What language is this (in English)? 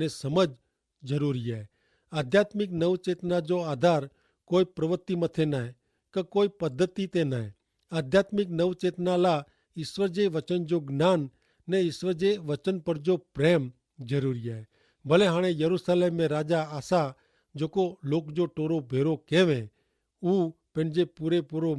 Kachhi